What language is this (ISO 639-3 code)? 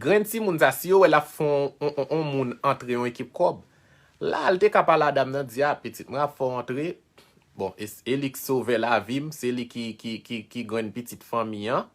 hat